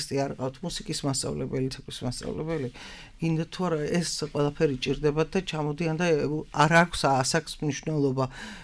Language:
Georgian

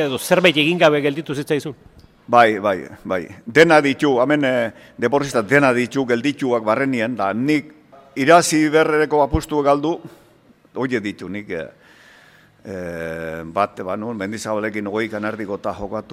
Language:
Basque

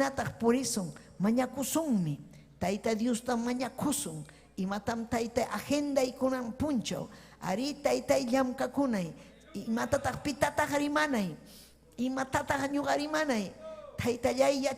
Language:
Ayacucho Quechua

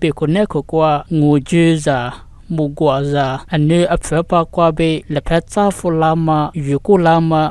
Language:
Lisu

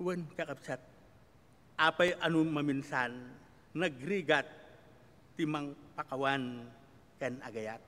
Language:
Iloko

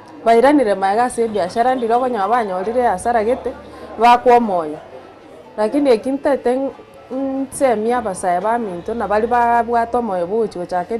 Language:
Gusii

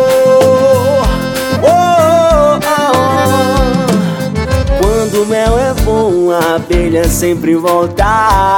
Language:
Portuguese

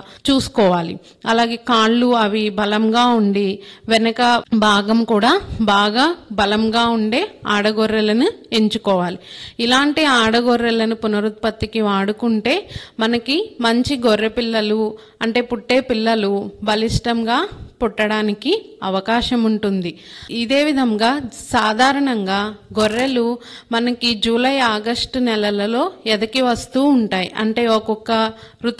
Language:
Telugu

